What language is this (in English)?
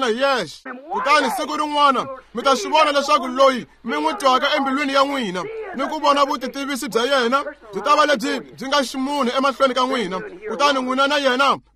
Tsonga